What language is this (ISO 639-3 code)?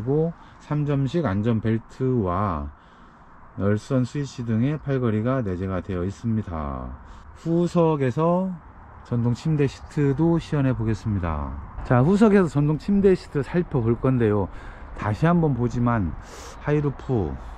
kor